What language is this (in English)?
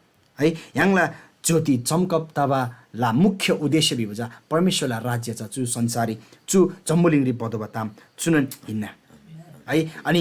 Eastern Tamang